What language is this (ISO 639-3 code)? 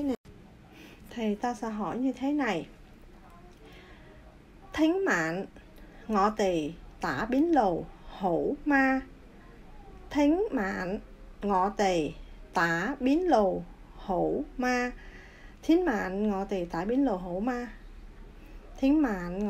vie